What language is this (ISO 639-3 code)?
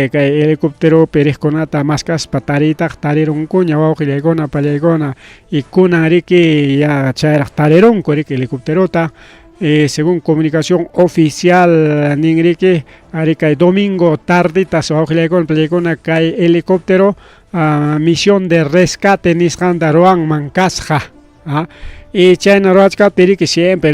quy